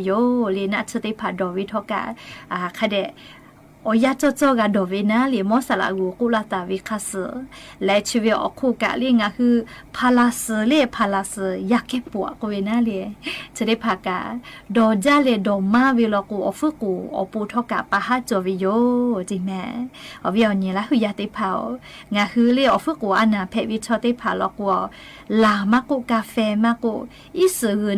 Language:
Lahu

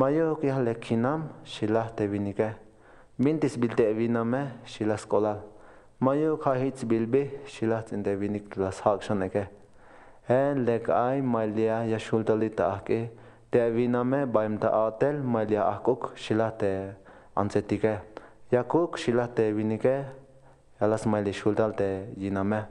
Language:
Tzeltal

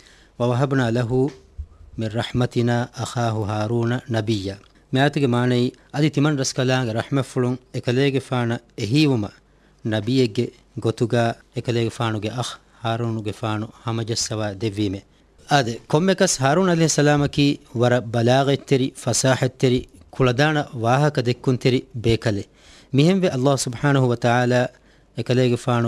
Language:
Divehi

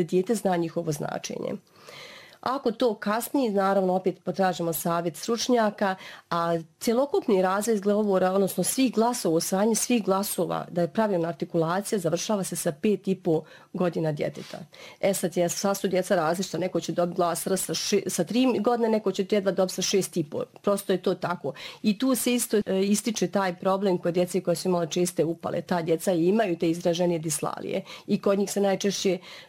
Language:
Bosnian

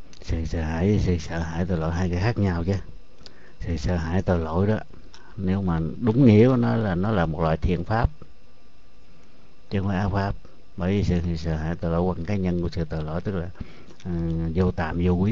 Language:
Vietnamese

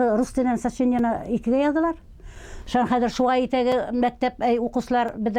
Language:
Bashkir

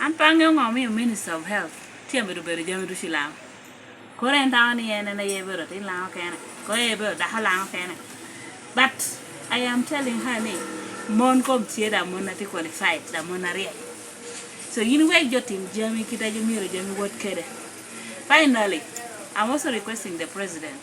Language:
Lango (Uganda)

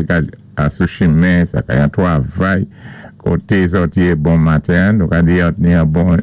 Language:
Saint Lucian Creole French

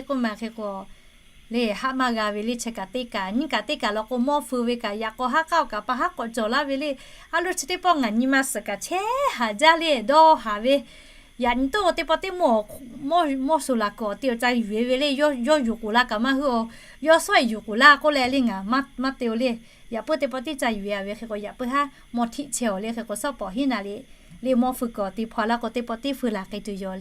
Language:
Lahu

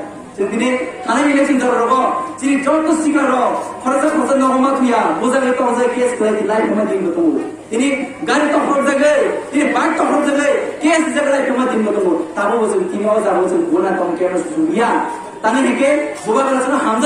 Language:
Kok Borok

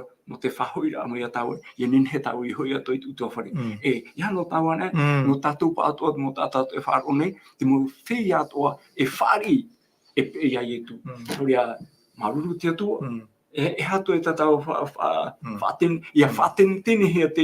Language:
Tahitian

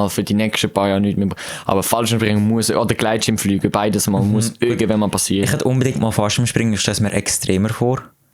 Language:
Swiss German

